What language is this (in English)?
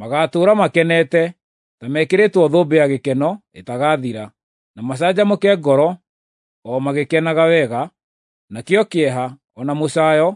Kikuyu